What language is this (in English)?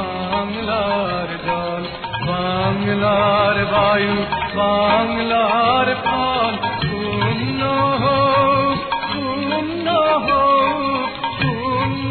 Bangla